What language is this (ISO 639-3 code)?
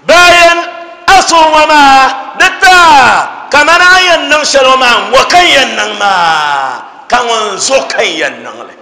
dag